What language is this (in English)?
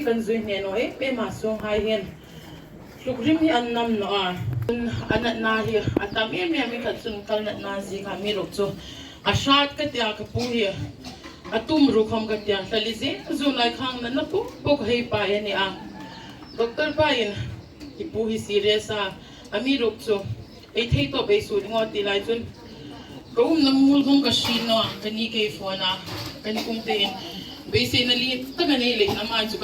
Hmar